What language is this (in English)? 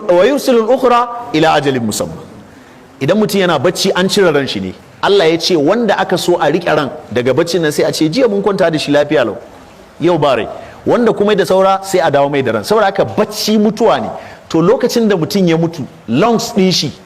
Hausa